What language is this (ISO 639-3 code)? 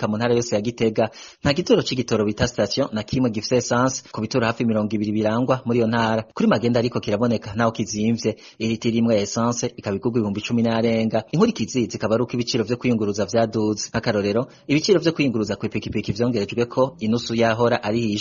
run